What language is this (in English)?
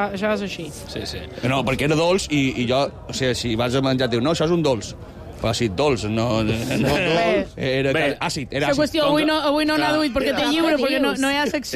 Catalan